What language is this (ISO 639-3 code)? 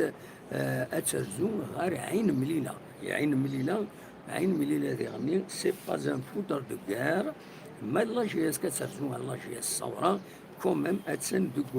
kab